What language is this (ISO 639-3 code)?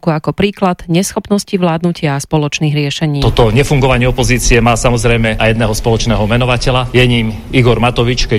slk